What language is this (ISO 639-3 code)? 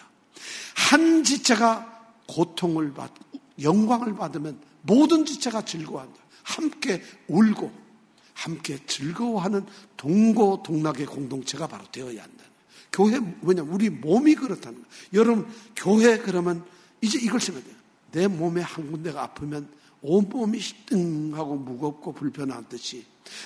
kor